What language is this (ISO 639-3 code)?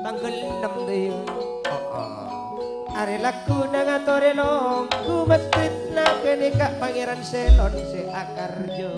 mad